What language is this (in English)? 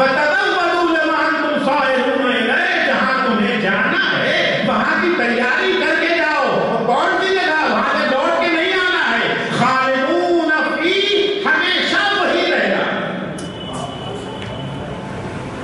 Urdu